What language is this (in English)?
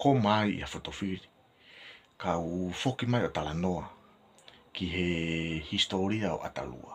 Tongan